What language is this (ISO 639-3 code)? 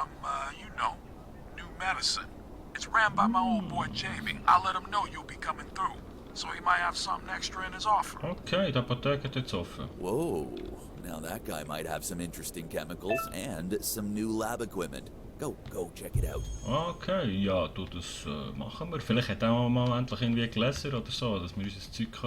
gsw